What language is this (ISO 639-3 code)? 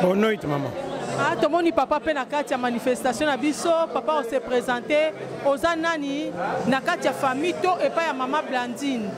lin